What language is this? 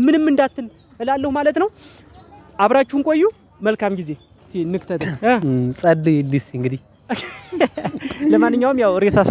Amharic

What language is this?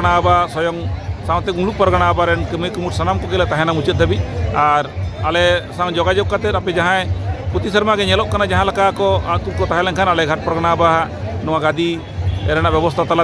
Santali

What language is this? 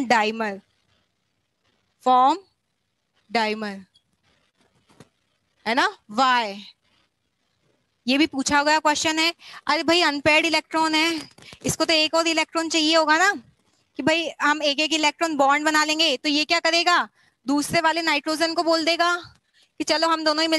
Hindi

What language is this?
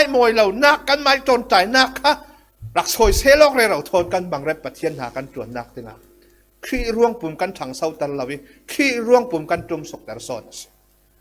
Falam Chin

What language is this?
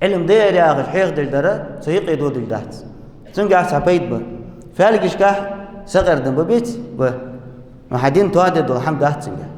Ingush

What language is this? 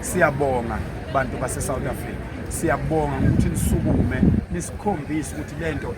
Zulu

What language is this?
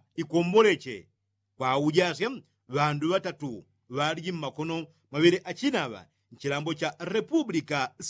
Yao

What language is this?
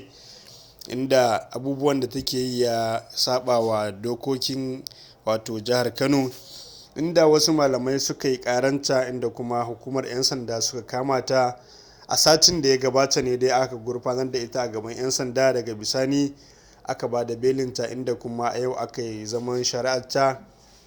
Hausa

